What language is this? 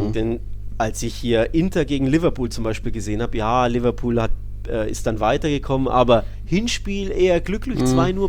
German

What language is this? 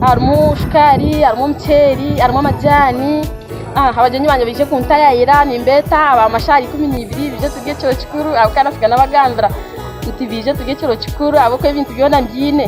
Nyankole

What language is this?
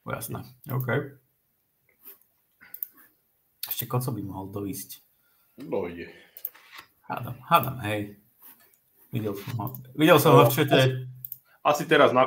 Slovak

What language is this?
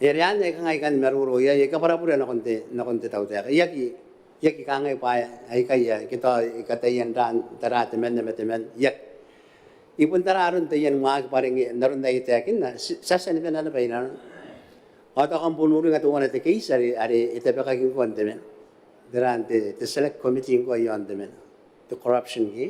Gilbertese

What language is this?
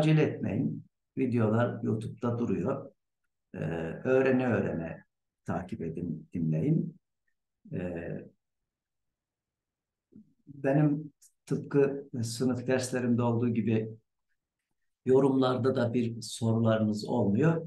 Turkish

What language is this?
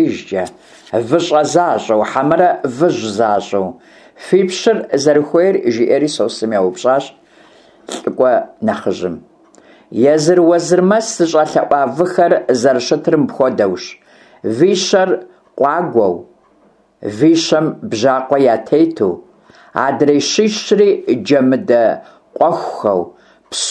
Kabardian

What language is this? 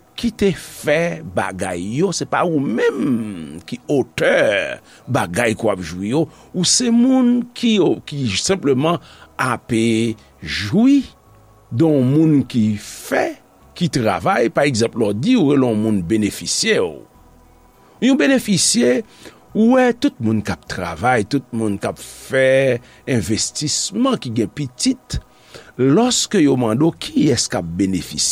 Haitian Creole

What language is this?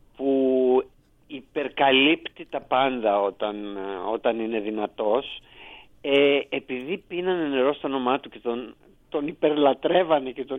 Greek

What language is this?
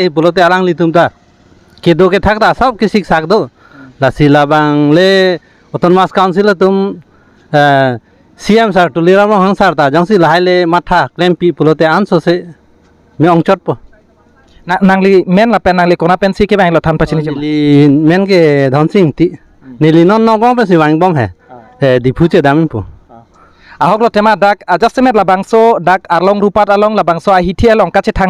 Karbi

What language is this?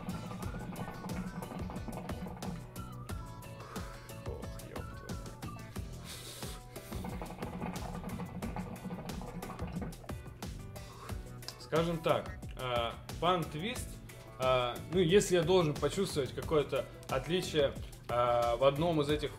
Russian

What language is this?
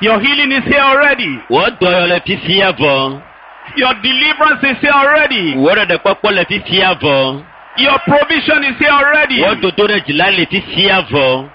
Ewe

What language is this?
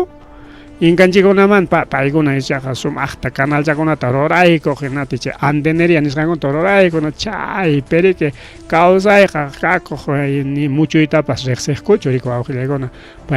Ayacucho Quechua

